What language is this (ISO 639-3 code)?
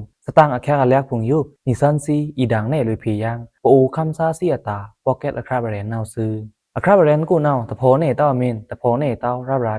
blk